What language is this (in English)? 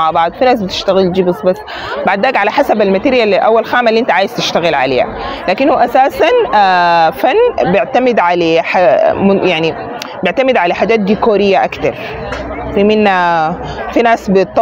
Egyptian Arabic